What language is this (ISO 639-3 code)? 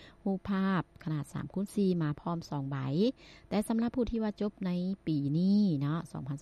lao